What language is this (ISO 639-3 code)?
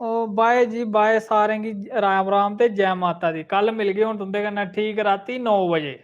doi